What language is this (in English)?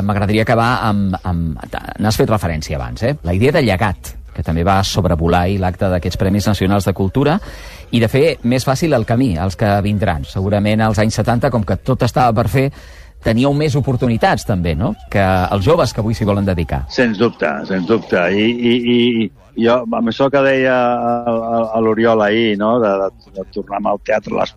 Catalan